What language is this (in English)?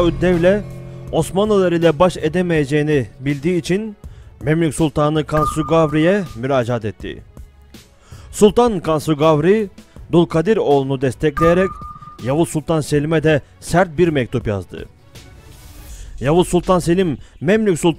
Turkish